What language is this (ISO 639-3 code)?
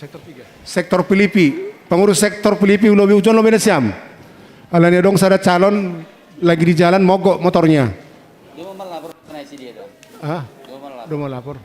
bts